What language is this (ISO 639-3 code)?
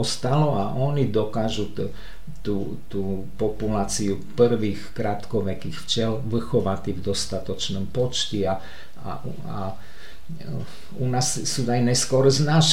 slk